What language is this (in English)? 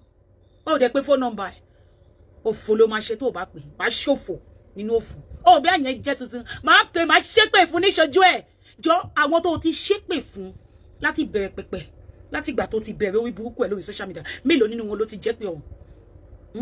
Yoruba